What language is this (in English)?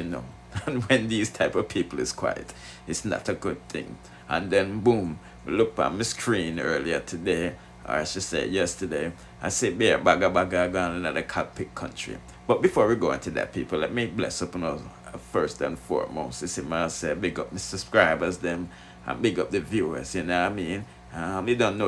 Jamaican Creole English